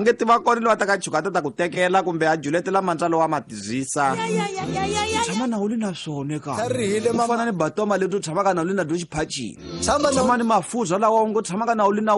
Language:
Tsonga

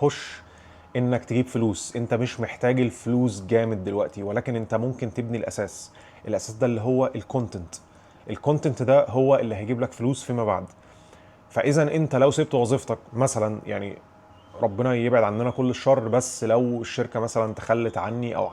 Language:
Egyptian Arabic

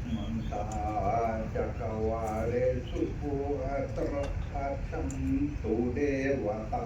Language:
Pali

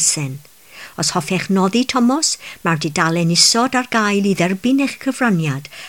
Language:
Welsh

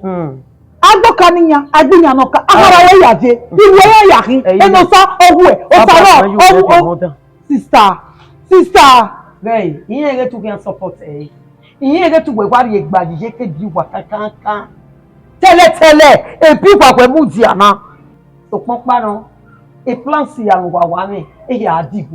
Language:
Bini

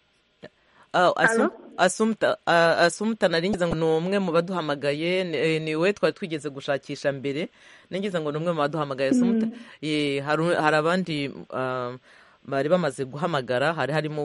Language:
Kinyarwanda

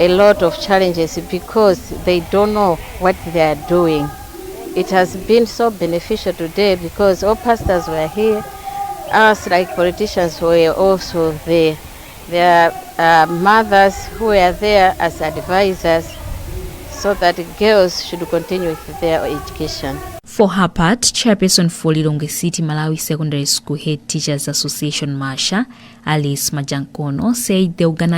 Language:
English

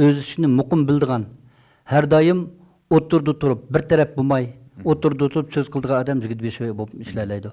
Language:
Uyghur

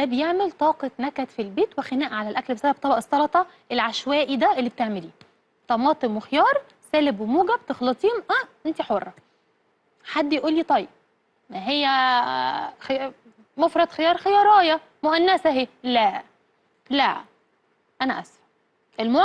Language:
Egyptian Arabic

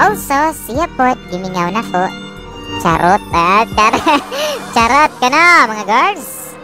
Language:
Cebuano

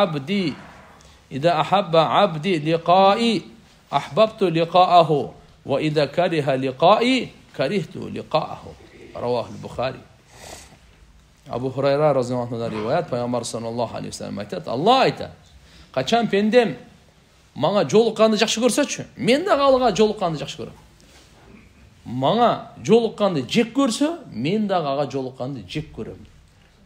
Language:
Kyrgyz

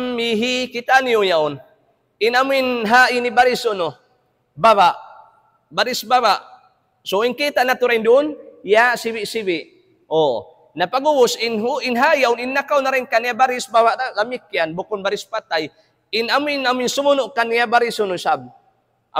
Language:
Tausug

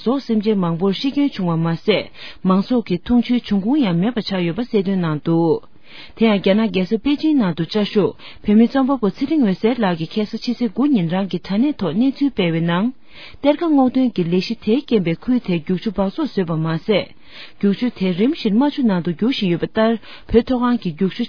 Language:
Tibetan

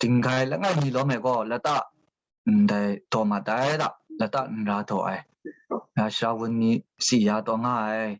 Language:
Kachin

